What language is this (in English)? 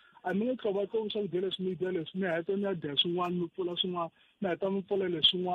Tsonga